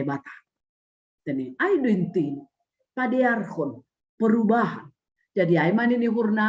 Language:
Batak Simalungun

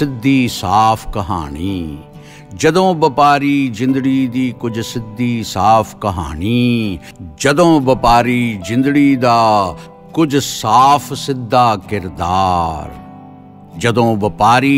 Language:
Punjabi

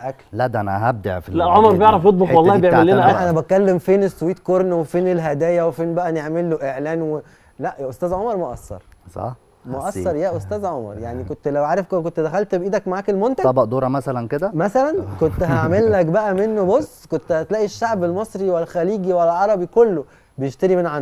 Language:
Egyptian Arabic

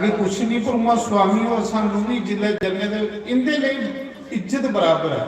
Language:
Dogri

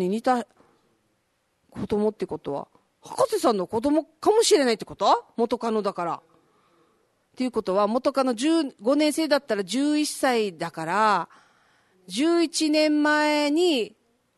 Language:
Japanese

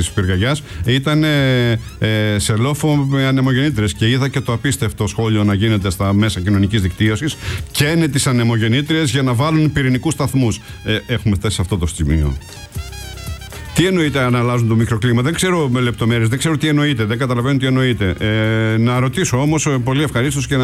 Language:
Greek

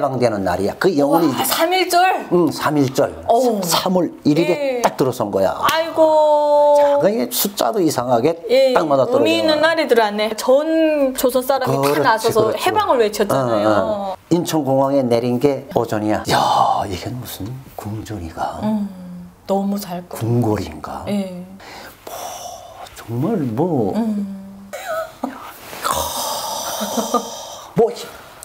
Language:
Korean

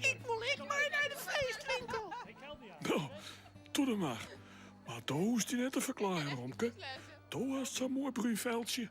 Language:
Western Frisian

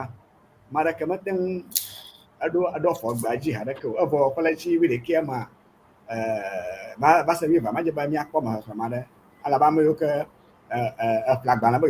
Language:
Ewe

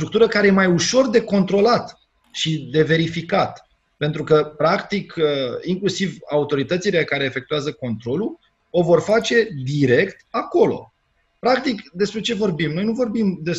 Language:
Romanian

